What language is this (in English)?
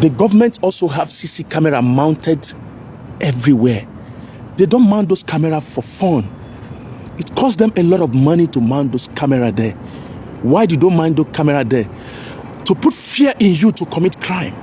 Nigerian Pidgin